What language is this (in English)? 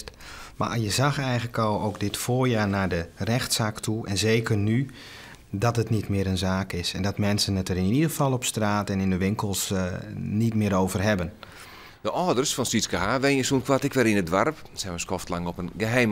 Western Frisian